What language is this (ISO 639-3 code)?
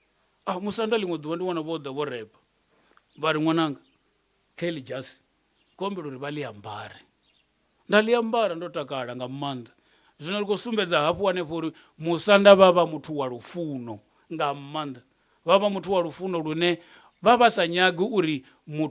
ven